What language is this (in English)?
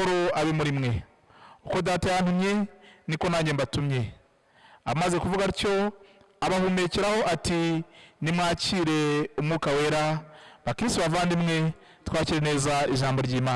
Kinyarwanda